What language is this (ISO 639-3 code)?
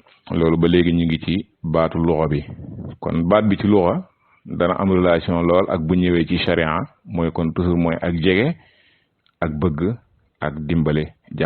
wol